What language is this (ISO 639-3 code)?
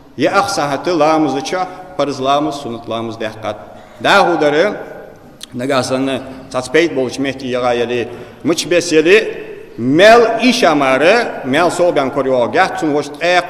inh